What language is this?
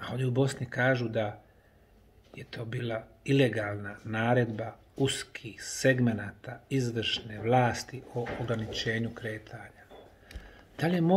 Bosnian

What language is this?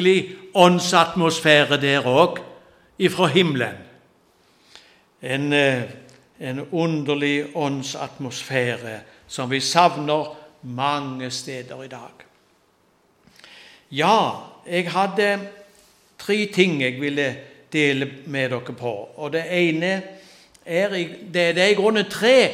Norwegian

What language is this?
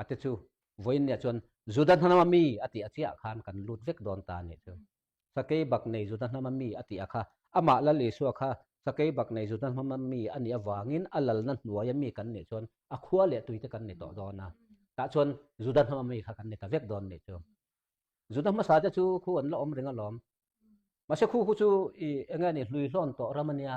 Mizo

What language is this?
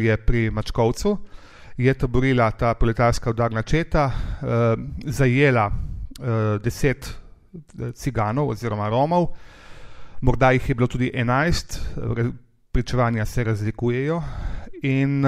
Slovenian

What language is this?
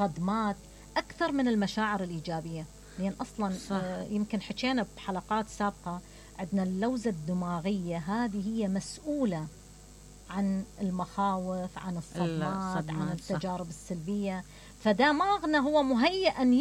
Mesopotamian Arabic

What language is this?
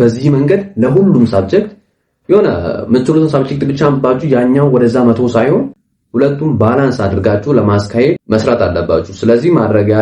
Amharic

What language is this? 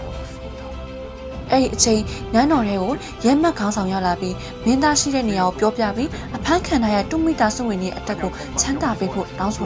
Burmese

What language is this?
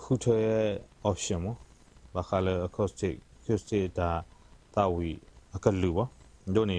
S'gaw Karen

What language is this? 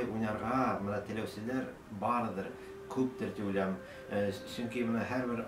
Bashkir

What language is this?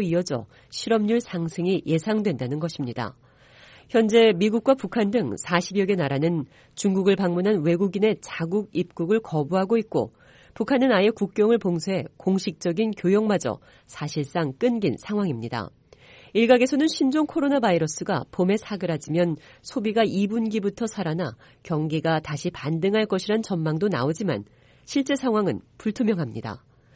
Korean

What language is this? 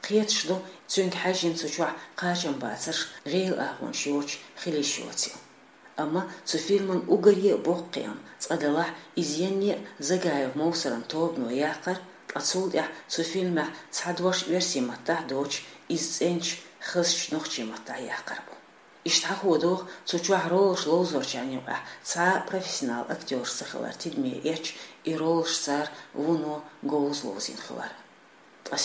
Chechen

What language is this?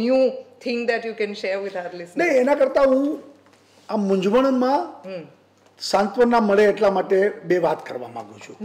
Gujarati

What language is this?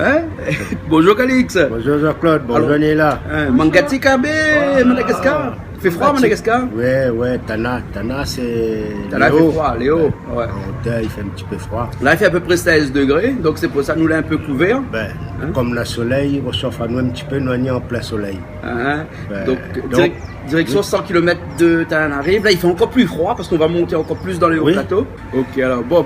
Réunion Creole French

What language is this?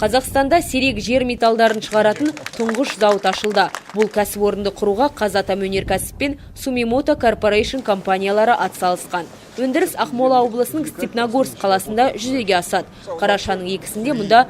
Kazakh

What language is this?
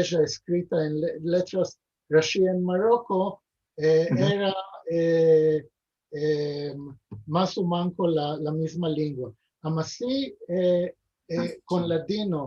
Ladino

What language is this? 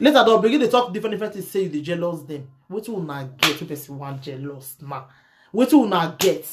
Nigerian Pidgin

